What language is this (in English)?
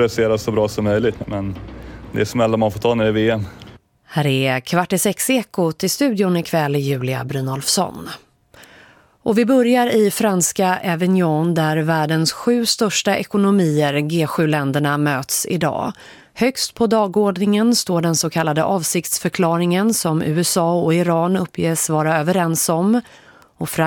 Swedish